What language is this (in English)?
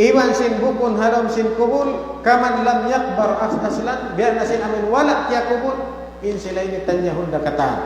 Tausug